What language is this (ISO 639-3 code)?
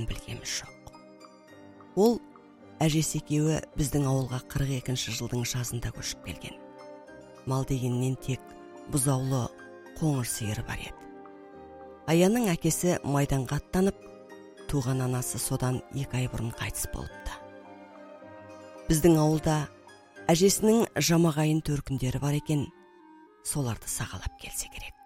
kaz